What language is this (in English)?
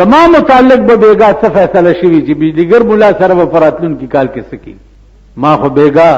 Pashto